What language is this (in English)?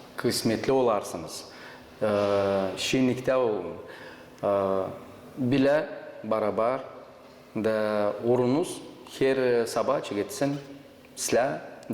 Gagauz